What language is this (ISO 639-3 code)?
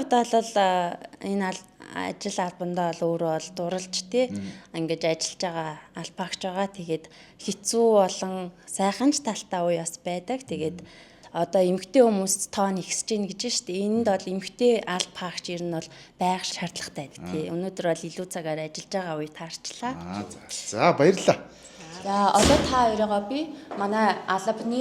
mon